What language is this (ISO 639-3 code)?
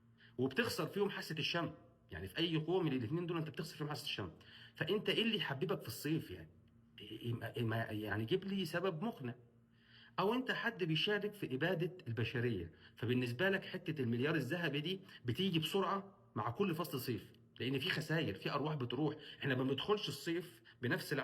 arz